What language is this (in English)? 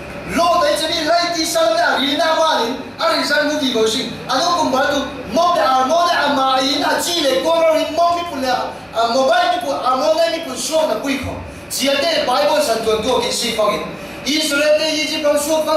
Falam Chin